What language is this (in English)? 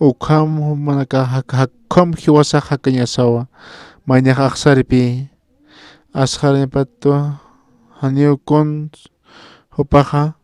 Aymara